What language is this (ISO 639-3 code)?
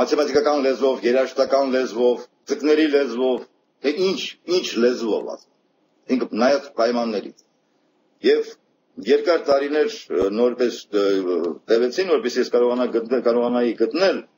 hye